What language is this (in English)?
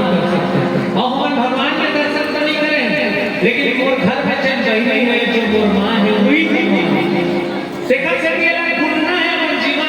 Chhattisgarhi